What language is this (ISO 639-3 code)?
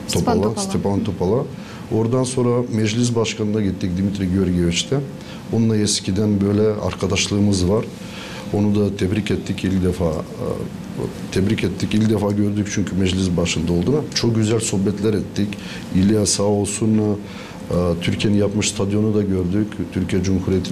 gag